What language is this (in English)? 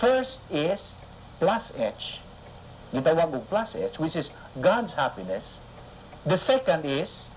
Cebuano